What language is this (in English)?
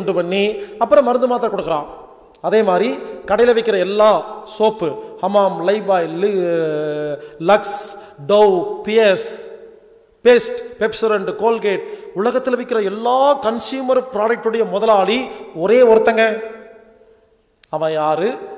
Tamil